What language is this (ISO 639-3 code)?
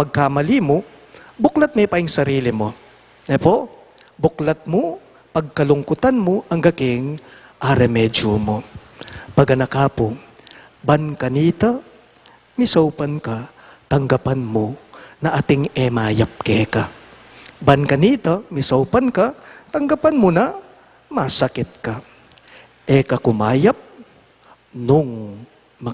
pam